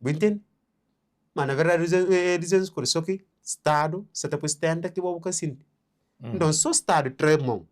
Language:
Kabuverdianu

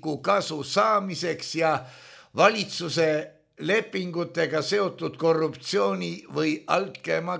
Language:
Estonian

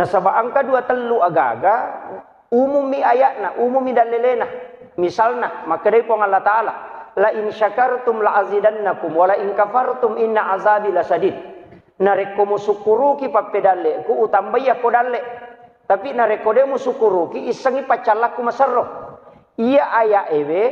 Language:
Buginese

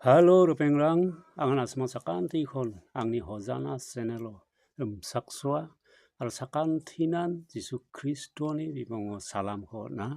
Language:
Garo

